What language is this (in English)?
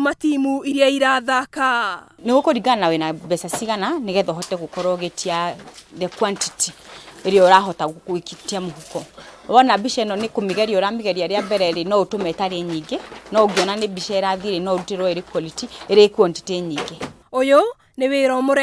Kikuyu